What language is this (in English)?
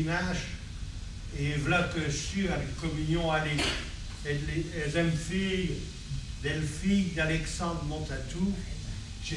Picard